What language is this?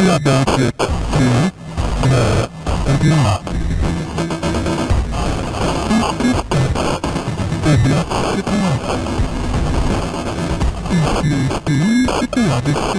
Bulgarian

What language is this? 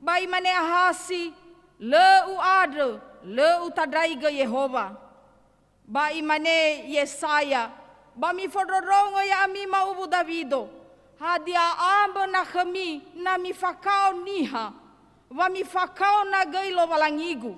Nias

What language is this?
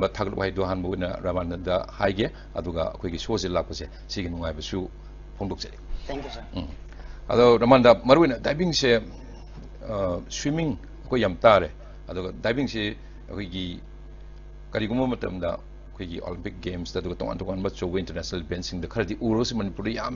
Manipuri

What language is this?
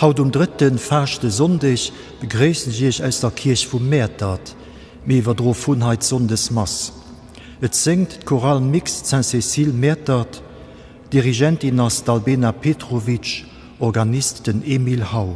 Luxembourgish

